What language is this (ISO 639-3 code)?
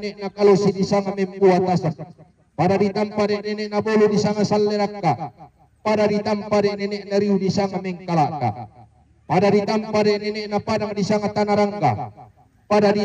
sda